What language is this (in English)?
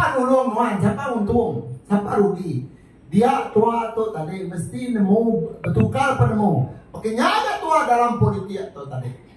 Iban